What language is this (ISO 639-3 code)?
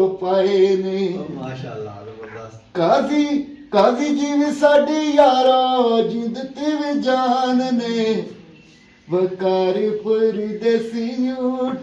phr